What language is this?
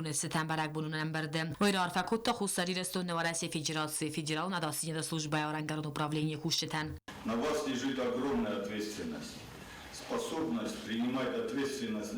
Ossetic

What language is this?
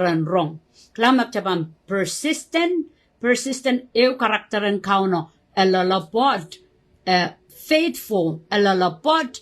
Pohnpeian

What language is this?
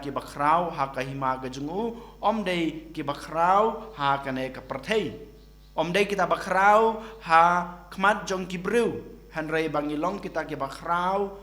Khasi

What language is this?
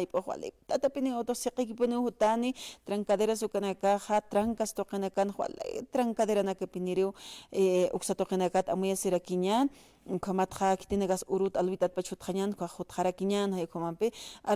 Aymara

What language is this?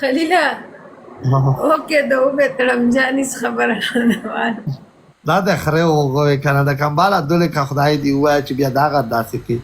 Pashto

